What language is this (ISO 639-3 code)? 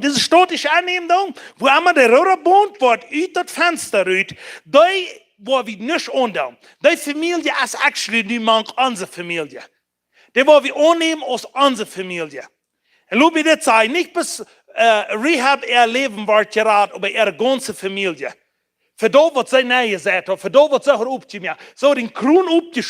pdt